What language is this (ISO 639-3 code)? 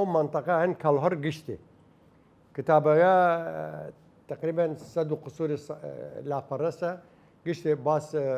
sdh